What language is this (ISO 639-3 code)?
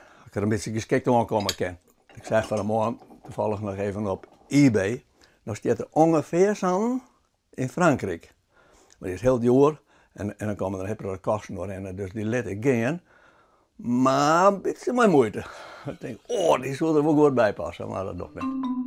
fry